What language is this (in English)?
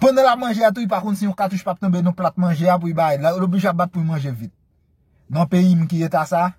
Haitian Creole